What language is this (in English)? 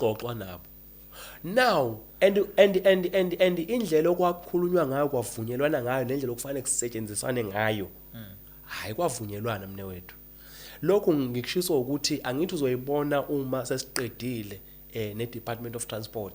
Zulu